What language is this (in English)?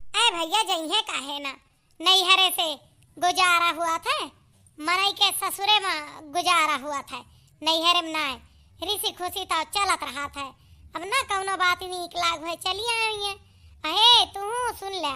Awadhi